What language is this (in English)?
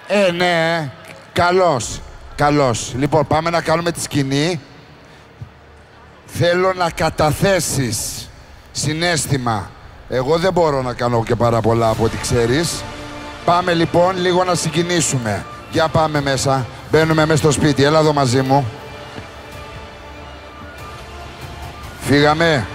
Greek